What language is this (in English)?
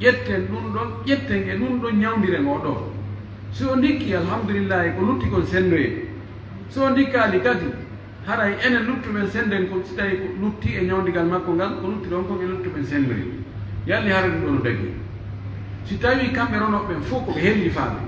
Pular